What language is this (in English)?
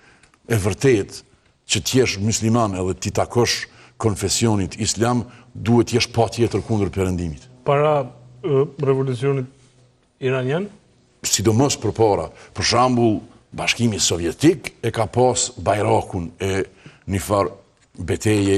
Albanian